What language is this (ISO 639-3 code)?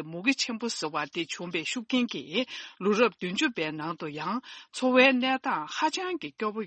bod